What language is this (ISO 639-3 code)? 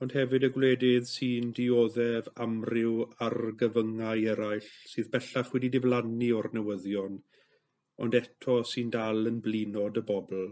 cym